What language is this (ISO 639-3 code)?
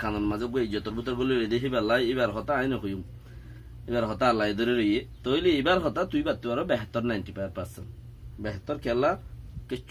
rhg